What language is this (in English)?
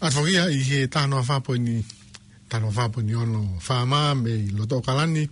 Tongan